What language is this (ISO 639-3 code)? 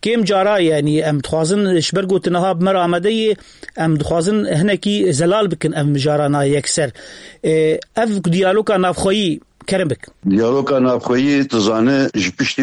kur